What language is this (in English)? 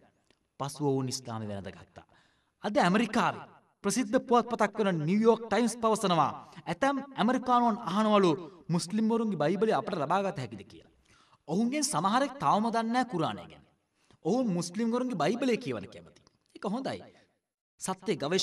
Sinhala